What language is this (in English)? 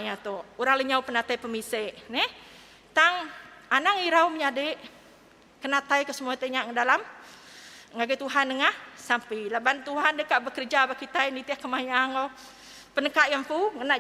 Iban